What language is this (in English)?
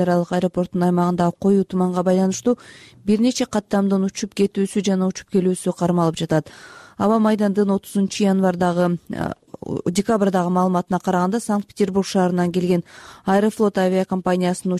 Kyrgyz